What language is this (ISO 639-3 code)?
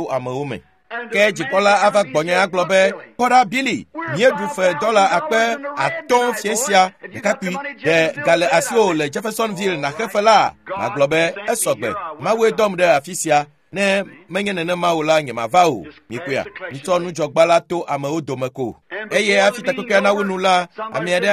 ewe